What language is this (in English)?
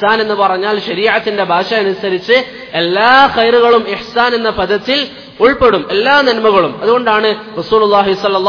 Malayalam